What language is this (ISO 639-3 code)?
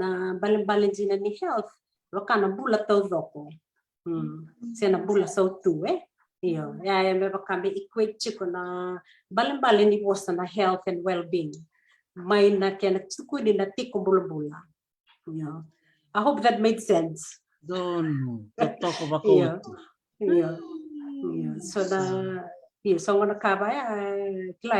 fij